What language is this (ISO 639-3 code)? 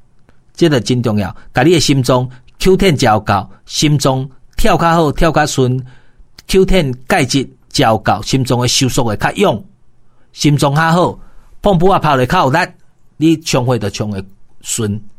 nan